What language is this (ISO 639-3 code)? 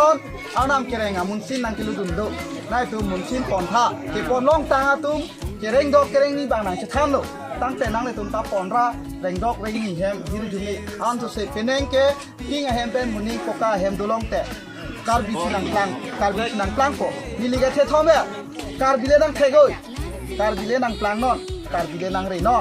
mjw